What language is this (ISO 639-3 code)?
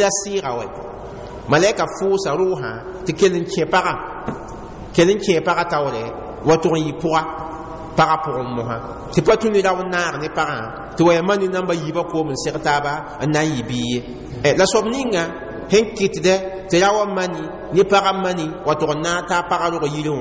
mos